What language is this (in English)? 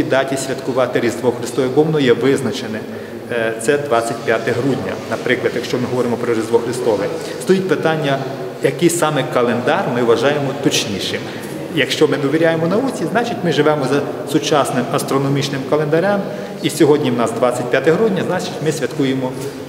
Ukrainian